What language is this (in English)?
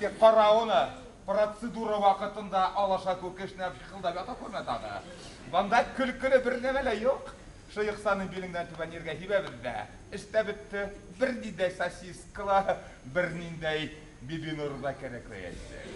Bashkir